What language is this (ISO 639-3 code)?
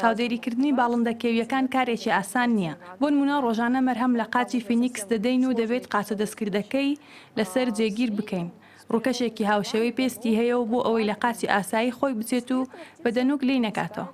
ckb